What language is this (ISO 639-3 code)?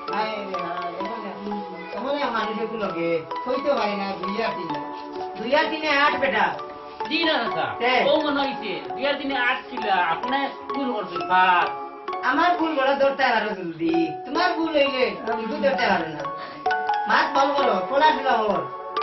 syl